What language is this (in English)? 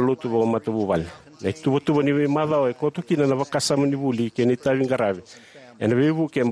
Fijian